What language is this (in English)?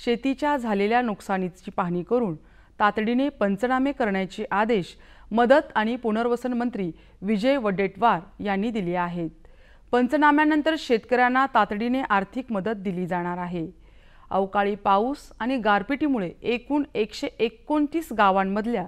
Marathi